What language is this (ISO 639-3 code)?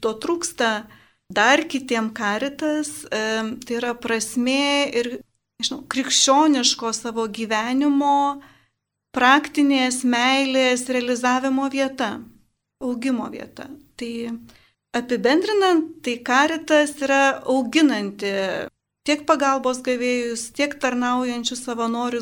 lit